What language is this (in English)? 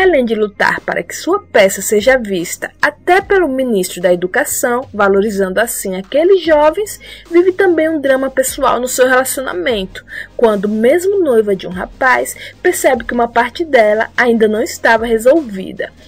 Portuguese